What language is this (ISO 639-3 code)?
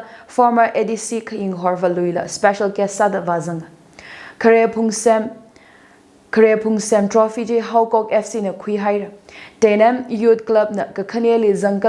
nmf